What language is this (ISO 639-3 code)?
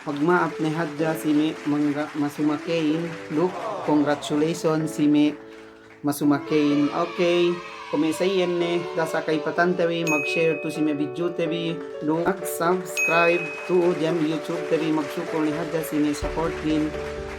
yka